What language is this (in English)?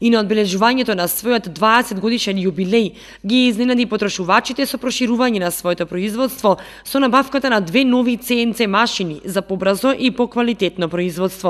Macedonian